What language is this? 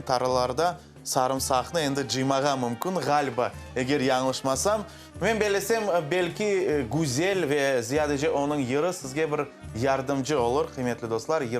Crimean Tatar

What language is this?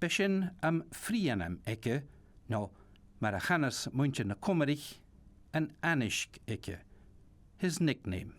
Scottish Gaelic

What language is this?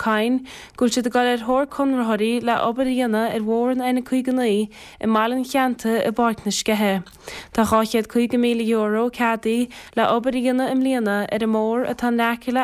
Irish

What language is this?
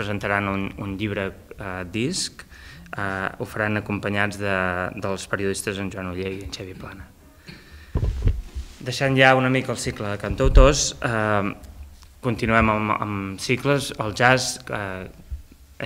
Catalan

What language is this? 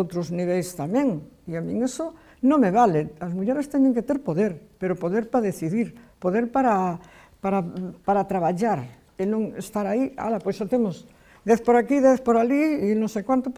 Galician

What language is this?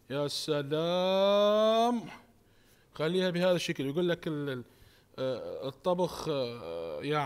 Mesopotamian Arabic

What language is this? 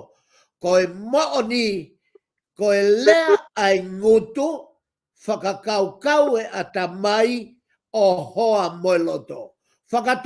Tongan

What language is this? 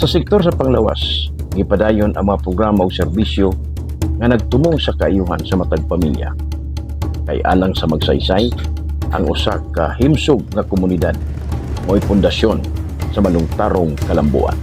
Cebuano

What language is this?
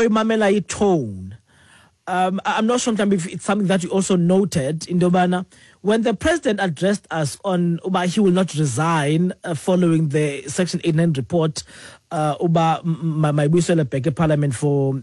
Xhosa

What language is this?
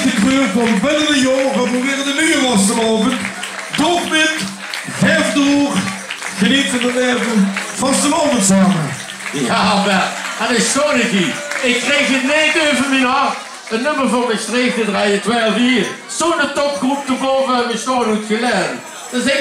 Limburgish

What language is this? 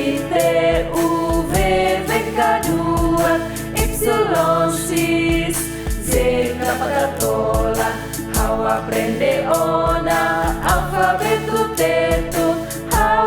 Tetum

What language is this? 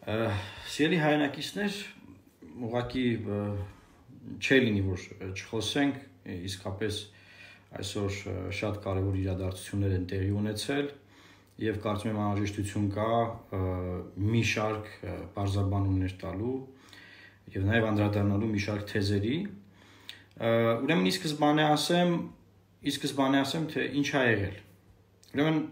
Armenian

